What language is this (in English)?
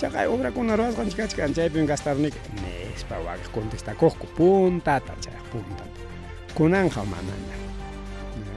Ayacucho Quechua